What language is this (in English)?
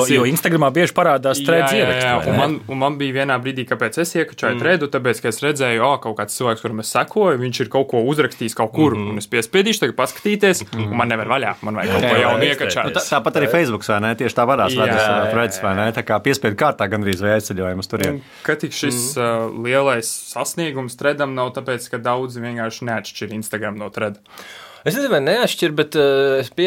Latvian